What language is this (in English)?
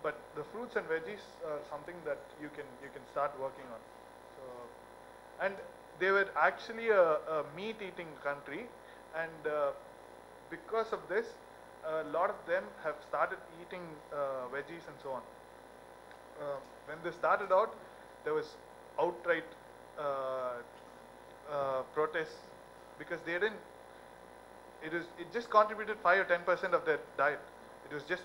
English